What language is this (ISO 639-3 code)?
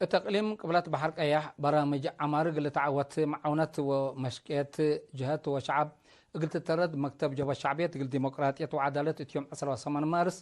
tig